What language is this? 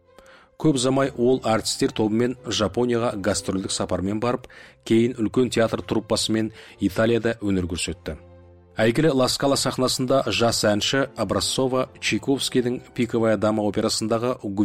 Kazakh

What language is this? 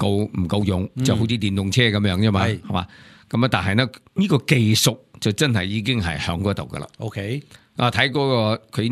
Cantonese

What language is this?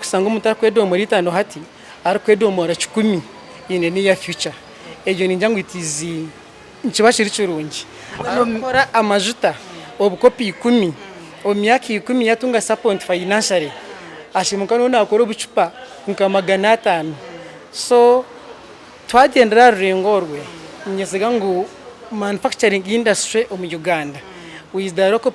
Nyankole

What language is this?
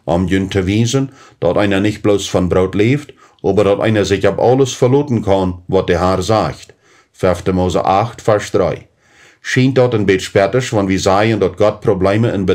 Plautdietsch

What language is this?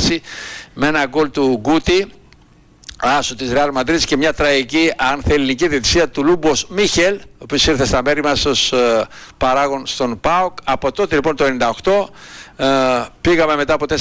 Greek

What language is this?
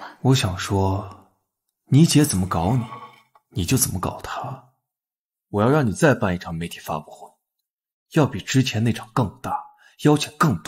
Chinese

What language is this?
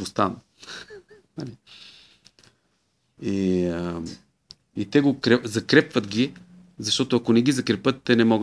Bulgarian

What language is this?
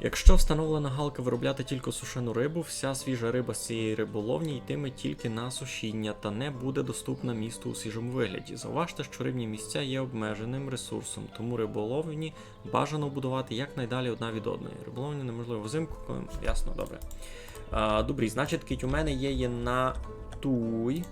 Rusyn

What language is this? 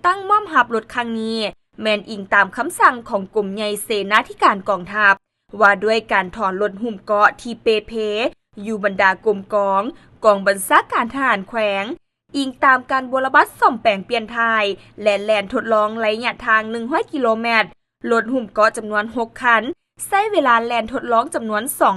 Lao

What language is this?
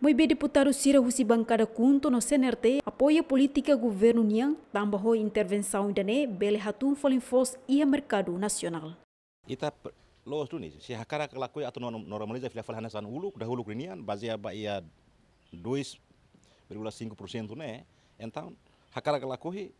Tetum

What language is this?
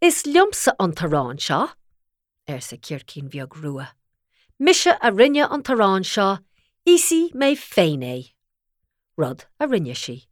Irish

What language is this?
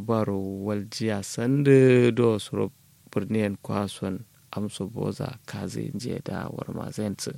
Kanuri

